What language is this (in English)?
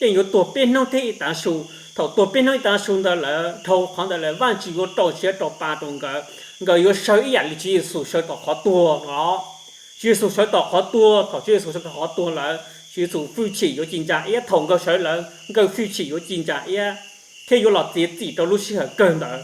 Hmong